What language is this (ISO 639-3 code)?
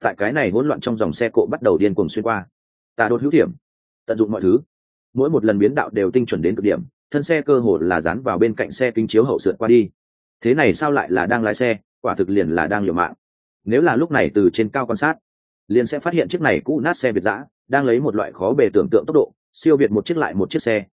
vie